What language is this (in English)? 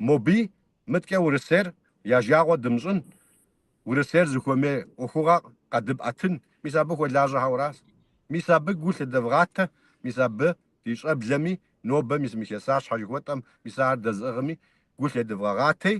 Kabardian